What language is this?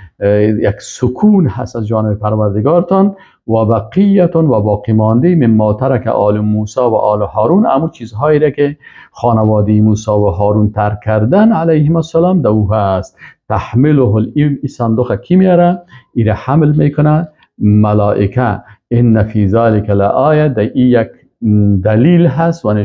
Persian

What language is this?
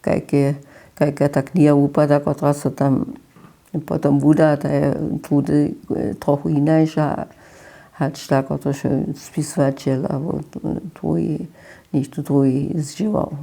Upper Sorbian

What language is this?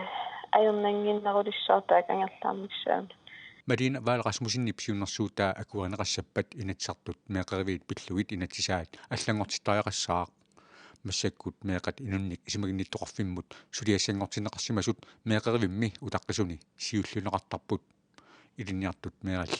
Kalaallisut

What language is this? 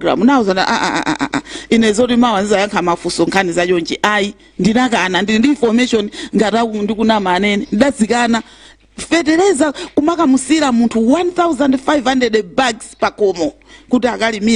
Nyanja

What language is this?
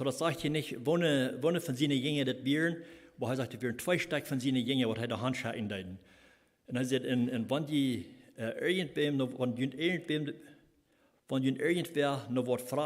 Plautdietsch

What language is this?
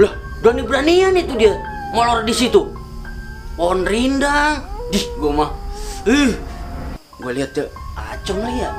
Betawi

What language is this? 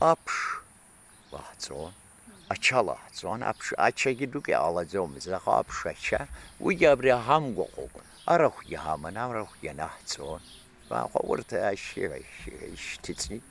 Abkhazian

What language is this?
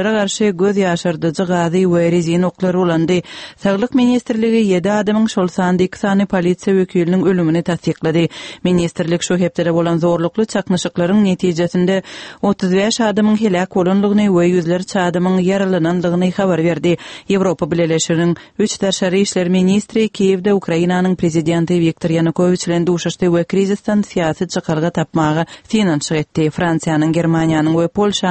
Turkmen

